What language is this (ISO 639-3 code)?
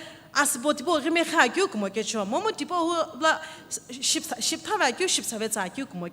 nsm